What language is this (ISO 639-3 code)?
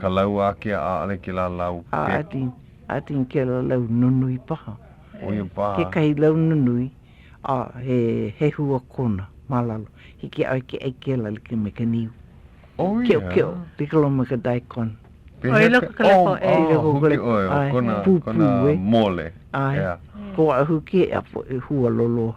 haw